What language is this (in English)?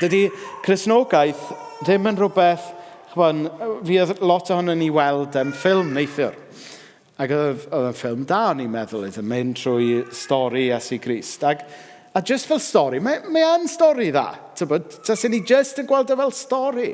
Welsh